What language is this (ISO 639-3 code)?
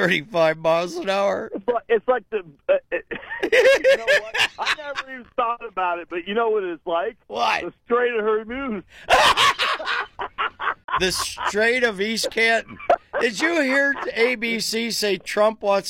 eng